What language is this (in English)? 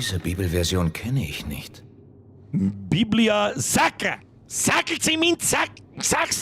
Bavarian